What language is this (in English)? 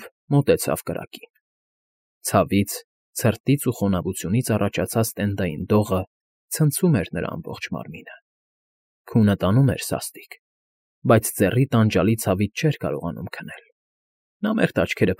Armenian